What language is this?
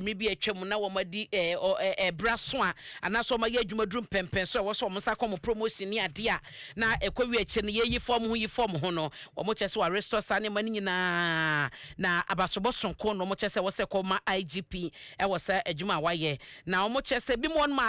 Akan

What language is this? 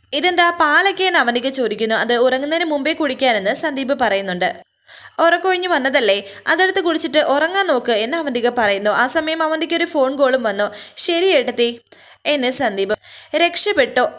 Malayalam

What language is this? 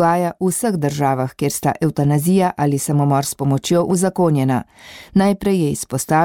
Slovenian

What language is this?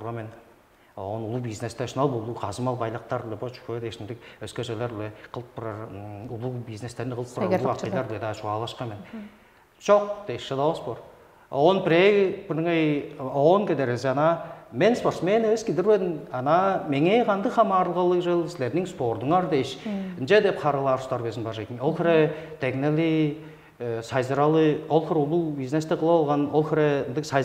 Tuvinian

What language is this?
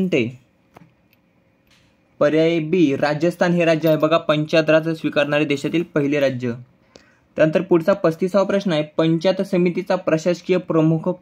Marathi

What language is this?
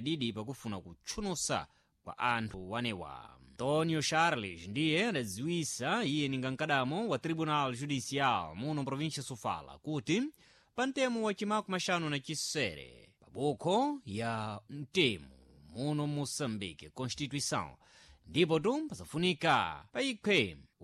Sena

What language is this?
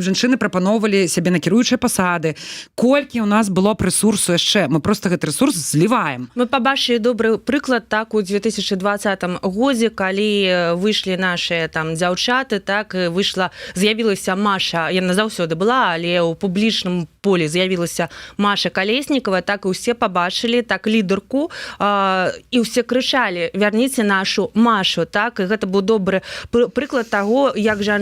Belarusian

